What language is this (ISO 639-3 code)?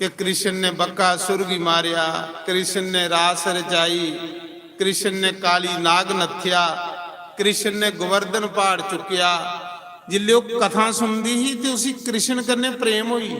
doi